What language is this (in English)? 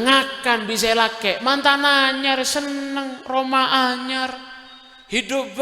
Madurese